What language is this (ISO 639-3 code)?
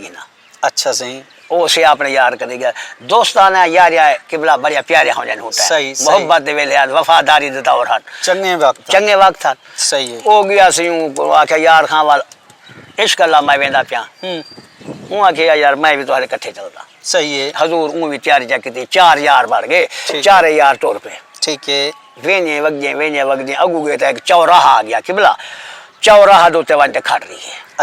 skr